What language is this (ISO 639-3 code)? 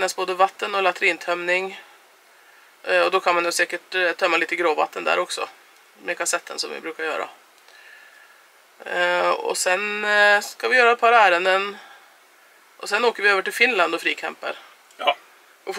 swe